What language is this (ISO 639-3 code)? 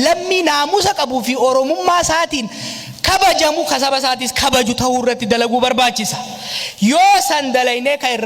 orm